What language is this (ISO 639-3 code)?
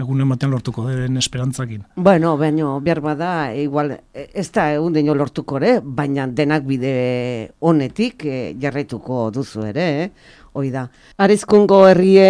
eus